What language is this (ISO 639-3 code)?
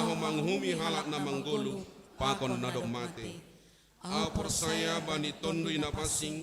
bts